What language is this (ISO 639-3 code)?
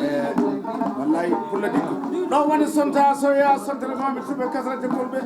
ful